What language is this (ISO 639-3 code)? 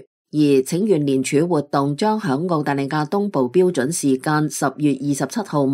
yue